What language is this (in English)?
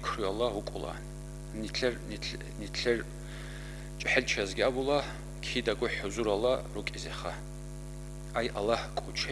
Avaric